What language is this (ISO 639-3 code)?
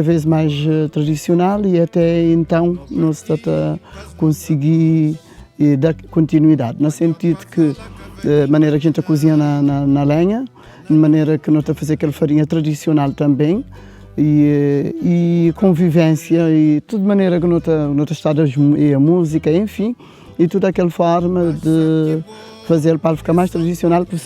kea